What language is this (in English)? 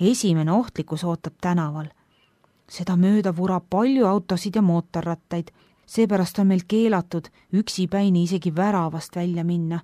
Estonian